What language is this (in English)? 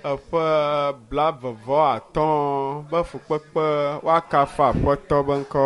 Ewe